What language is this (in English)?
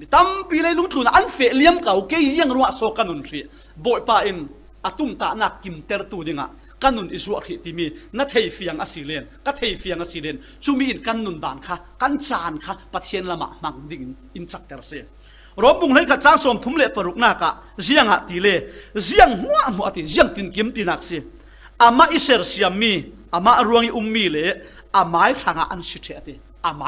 Falam Chin